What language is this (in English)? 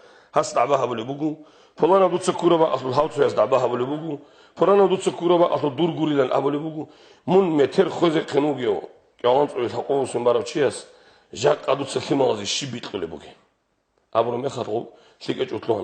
Avaric